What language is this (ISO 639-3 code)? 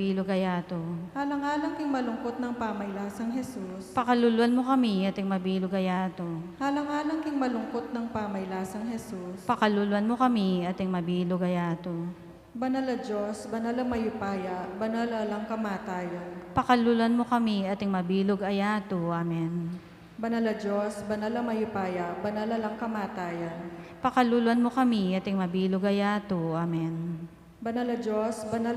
pam